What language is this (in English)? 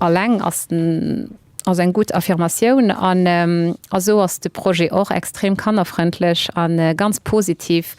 Luxembourgish